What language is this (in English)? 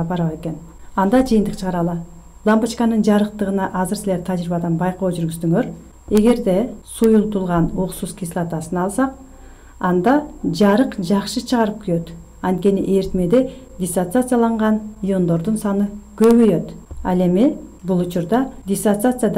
Kyrgyz